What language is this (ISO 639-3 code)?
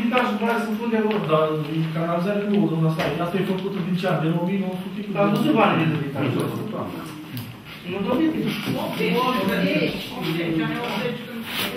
ron